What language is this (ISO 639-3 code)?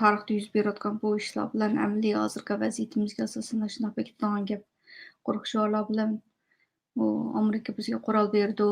uig